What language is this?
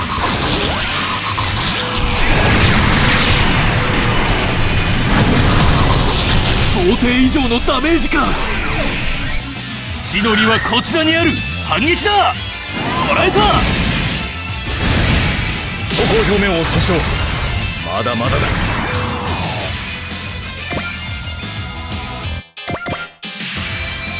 Japanese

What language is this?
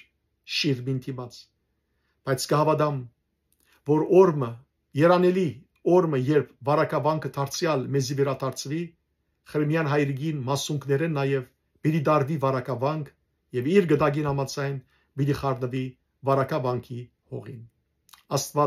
Western Armenian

